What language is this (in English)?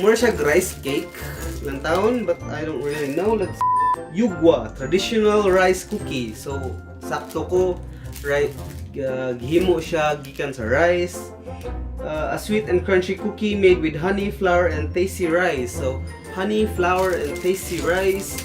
Cebuano